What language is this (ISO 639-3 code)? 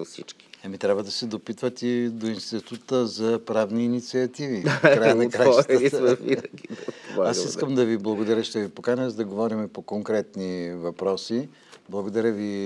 bul